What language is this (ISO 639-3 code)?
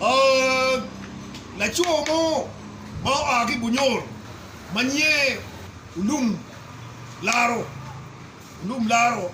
ach